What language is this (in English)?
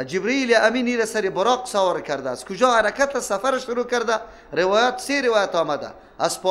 Persian